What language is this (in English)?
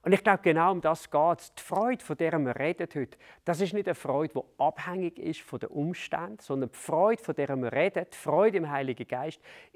Swiss German